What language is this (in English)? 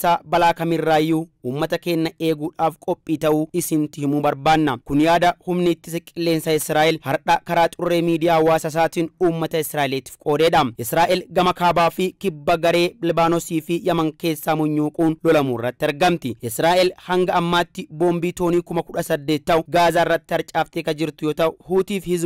Oromo